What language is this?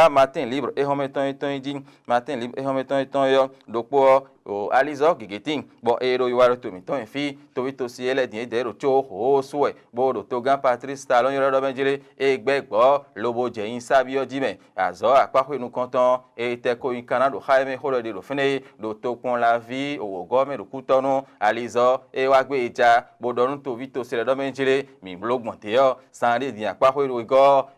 Fon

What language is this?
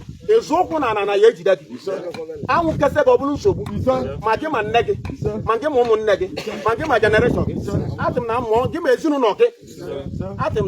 Igbo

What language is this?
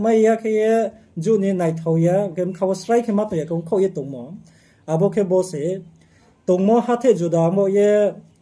Riang (India)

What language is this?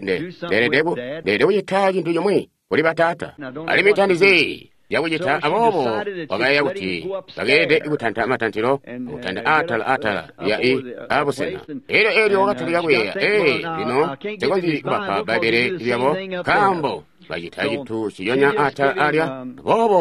Tonga (Zambia)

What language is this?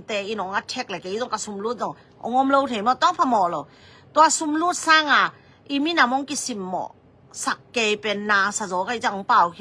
Tedim Chin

